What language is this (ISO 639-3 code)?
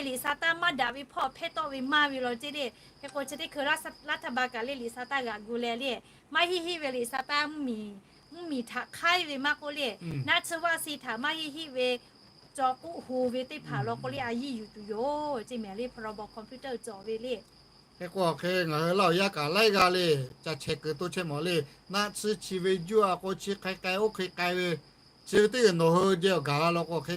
lhu